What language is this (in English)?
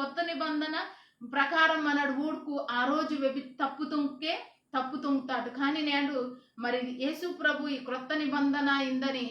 Koya